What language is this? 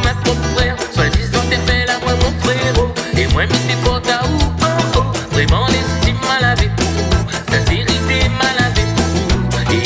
Réunion Creole French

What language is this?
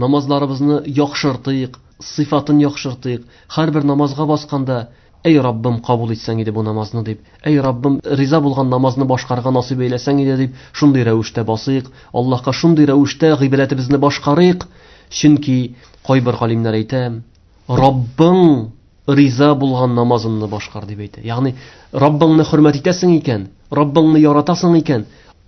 Tatar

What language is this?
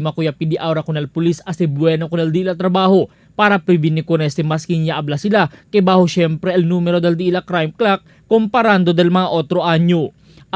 Chavacano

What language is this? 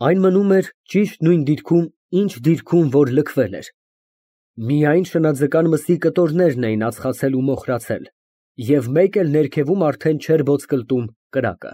Armenian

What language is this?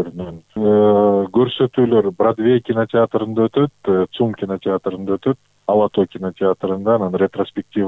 Kyrgyz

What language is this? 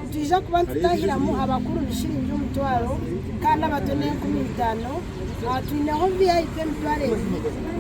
Nyankole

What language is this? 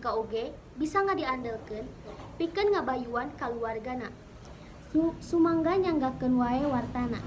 Sundanese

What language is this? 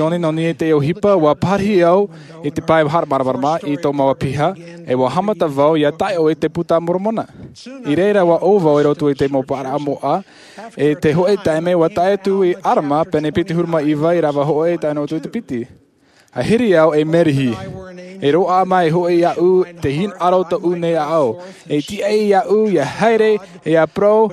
Tahitian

